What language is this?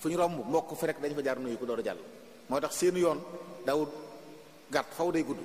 Wolof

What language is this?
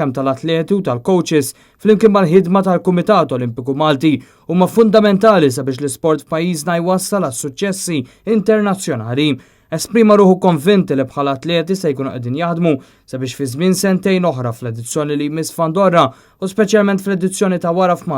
Maltese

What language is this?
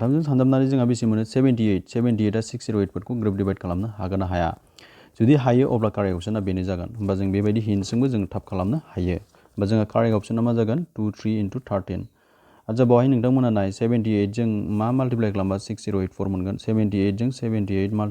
Bodo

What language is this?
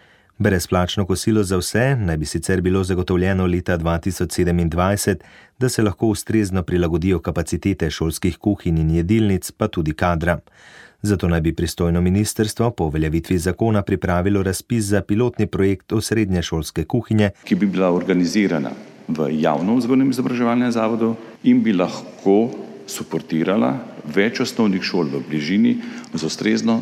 Slovenian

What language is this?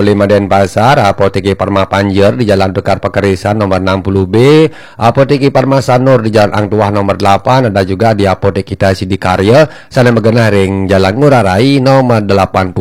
Balinese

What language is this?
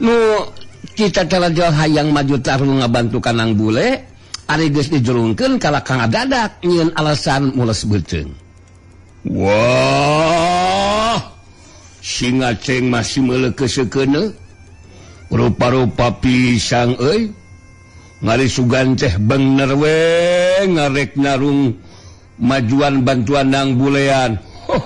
Sundanese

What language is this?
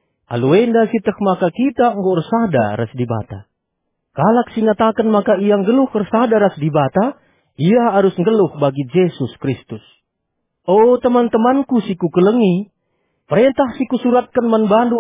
Batak Karo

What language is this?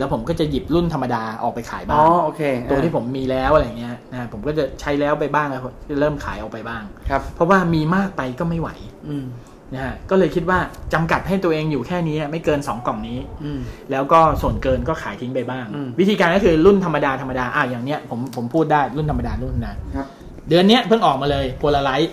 Thai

